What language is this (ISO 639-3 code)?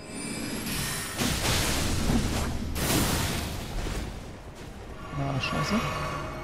deu